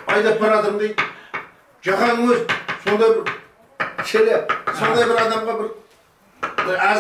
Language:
Kazakh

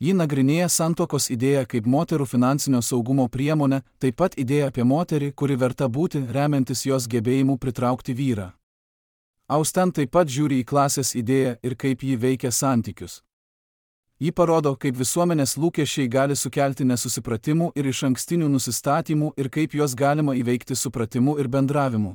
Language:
Lithuanian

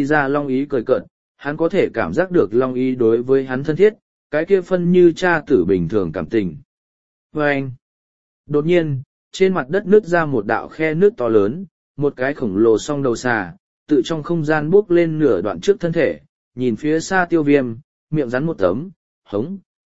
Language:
Vietnamese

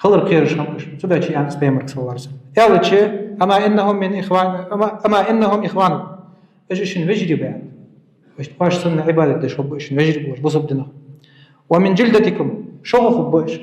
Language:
Ingush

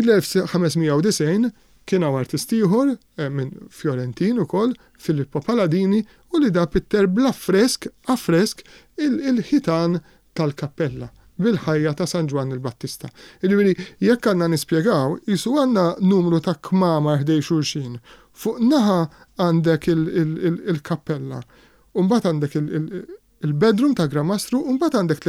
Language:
Maltese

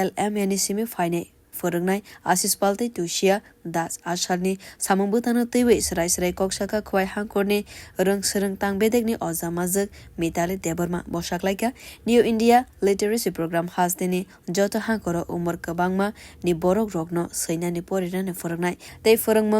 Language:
Kok Borok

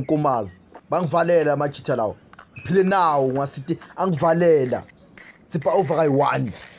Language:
Zulu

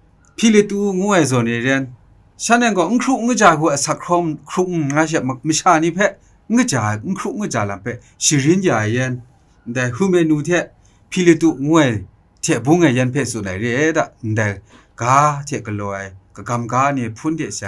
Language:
Kachin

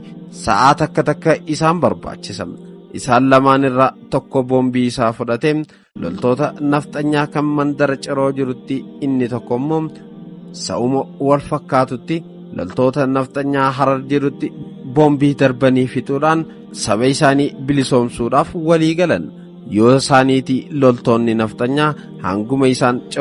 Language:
Oromo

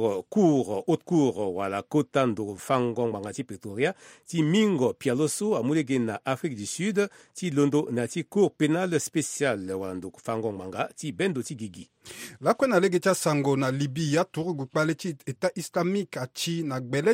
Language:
Sango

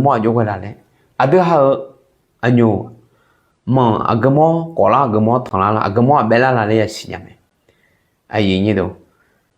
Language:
Akha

